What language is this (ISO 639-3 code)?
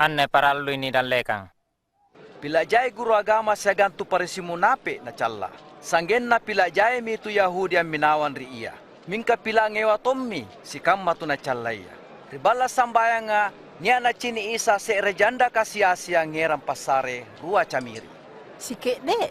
mak